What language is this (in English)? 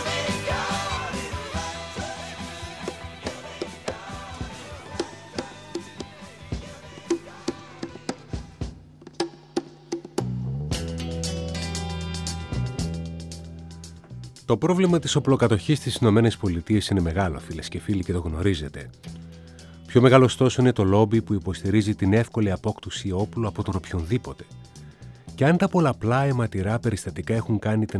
Greek